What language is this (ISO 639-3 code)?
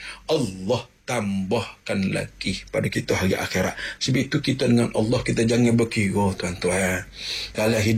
msa